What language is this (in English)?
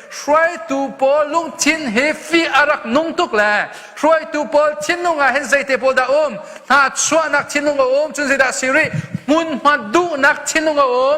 Hakha Chin